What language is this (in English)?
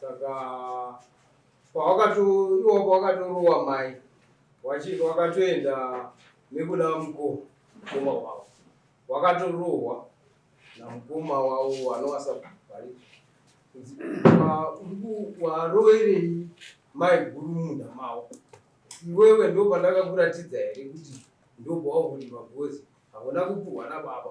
Shona